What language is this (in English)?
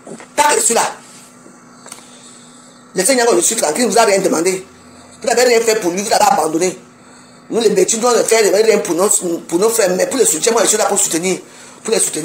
French